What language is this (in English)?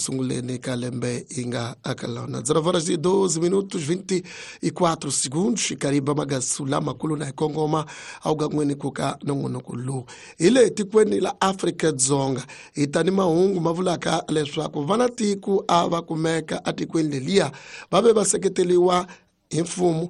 Tsonga